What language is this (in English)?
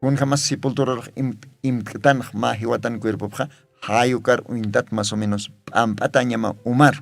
Aymara